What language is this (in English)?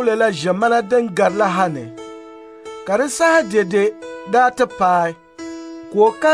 Dagbani